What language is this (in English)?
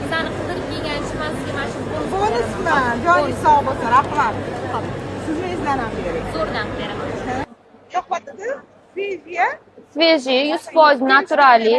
Uzbek